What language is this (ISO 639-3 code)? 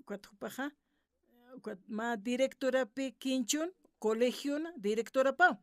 aym